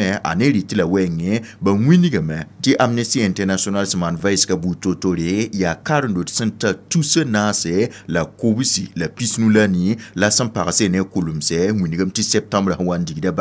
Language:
Mossi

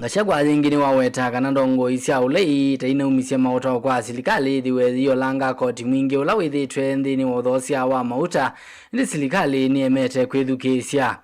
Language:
Kamba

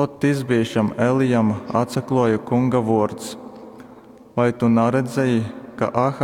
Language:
Latgalian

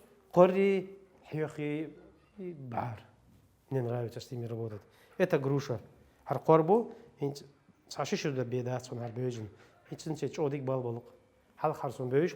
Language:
Chechen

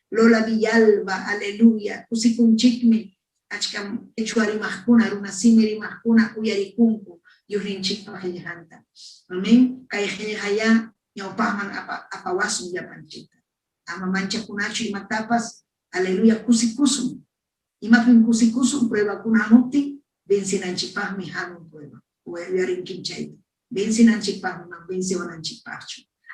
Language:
Ayacucho Quechua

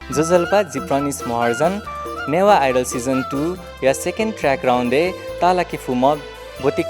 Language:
Newari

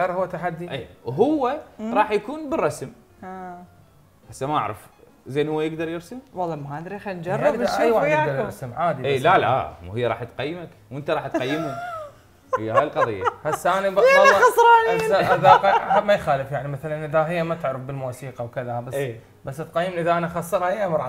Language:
Mesopotamian Arabic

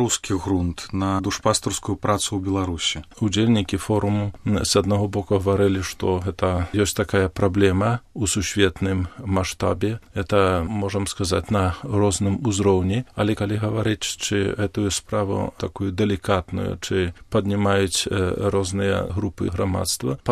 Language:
Belarusian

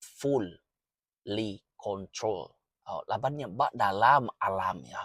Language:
Iban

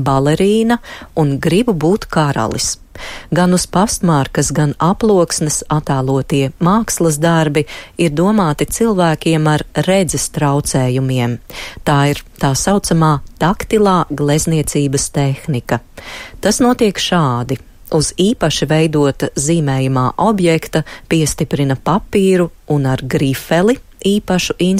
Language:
Latvian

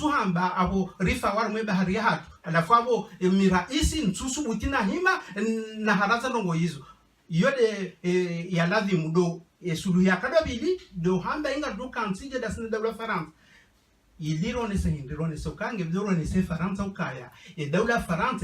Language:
Ngazidja Comorian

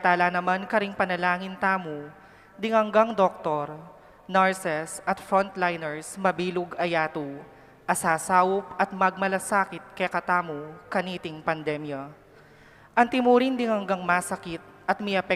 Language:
Pampanga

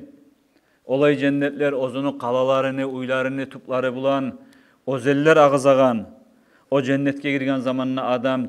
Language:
Kumyk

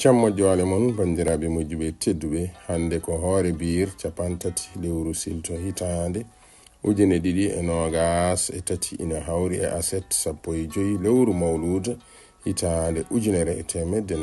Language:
Fula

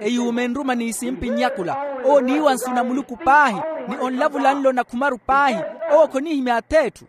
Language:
Makhuwa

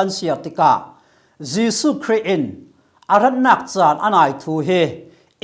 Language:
Falam Chin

